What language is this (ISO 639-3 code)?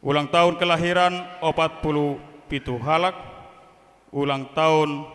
bbc